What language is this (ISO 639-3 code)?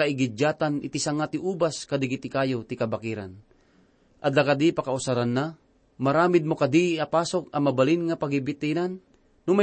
ilo